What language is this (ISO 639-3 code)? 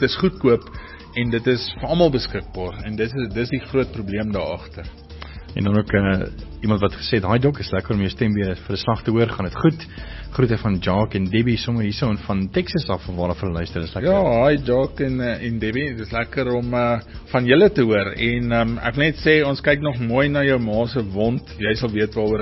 afr